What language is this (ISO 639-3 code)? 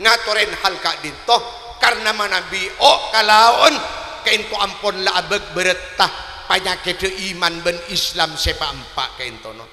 mad